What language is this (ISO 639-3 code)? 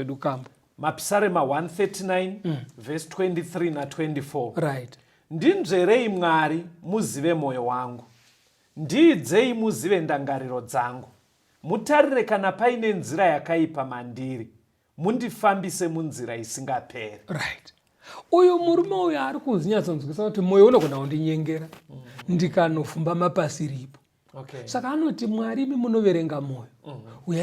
sna